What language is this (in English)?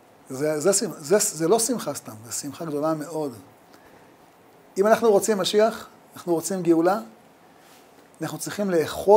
Hebrew